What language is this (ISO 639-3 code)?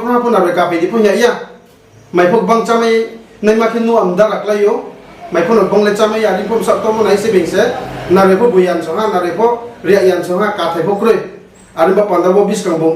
ria